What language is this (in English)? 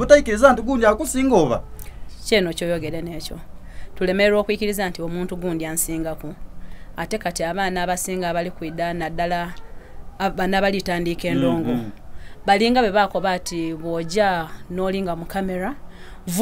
Soga